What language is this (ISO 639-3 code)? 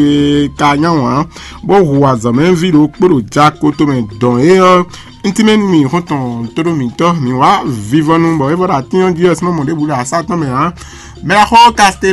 fon